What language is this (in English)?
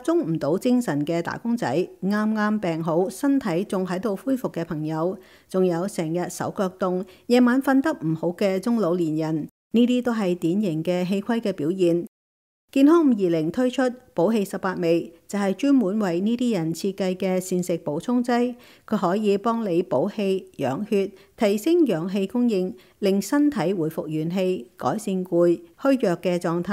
Cantonese